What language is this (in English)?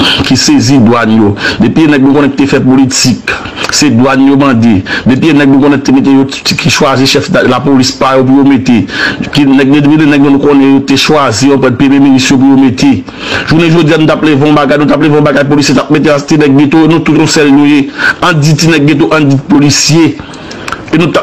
Haitian Creole